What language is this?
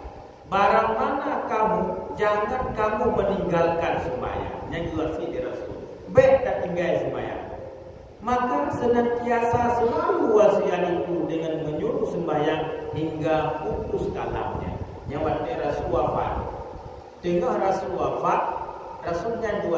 Achinese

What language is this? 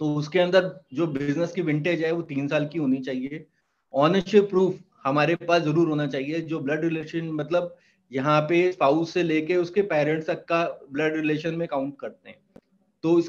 Hindi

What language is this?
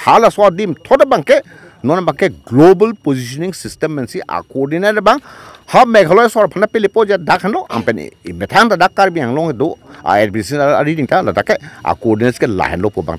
Karbi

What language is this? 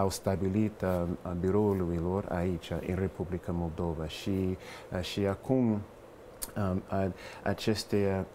Romanian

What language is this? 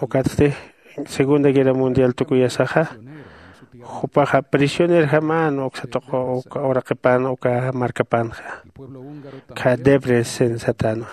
Aymara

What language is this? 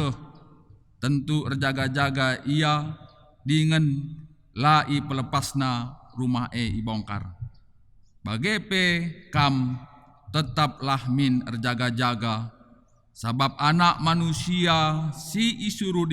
Batak Karo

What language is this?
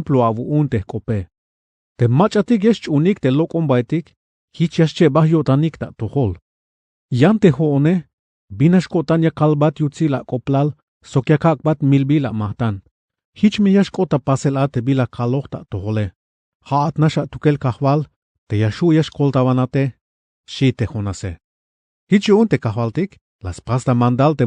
Tzeltal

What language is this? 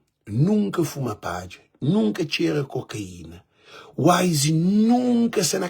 Kabuverdianu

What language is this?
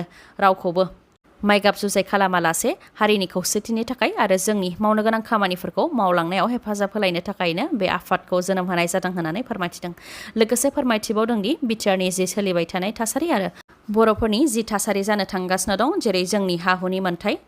Bodo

